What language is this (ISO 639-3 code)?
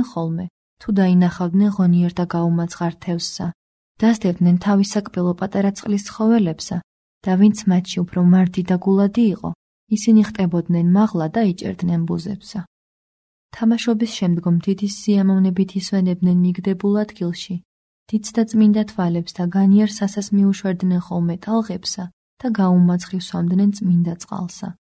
kat